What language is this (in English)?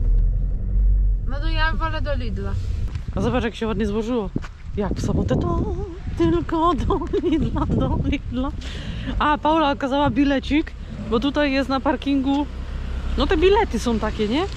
Polish